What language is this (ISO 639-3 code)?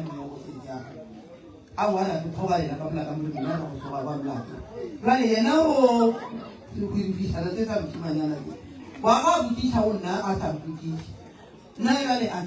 nso